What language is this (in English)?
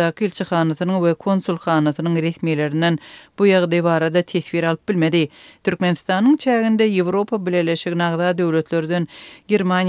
Turkmen